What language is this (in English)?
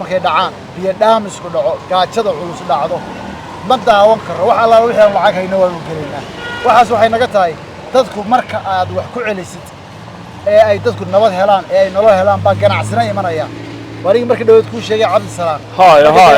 Somali